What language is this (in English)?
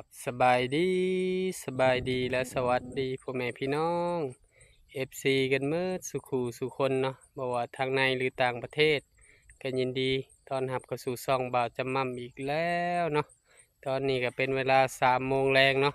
Lao